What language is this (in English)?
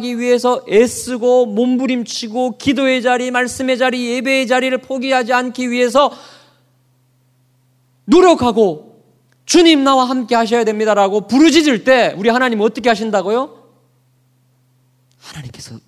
Korean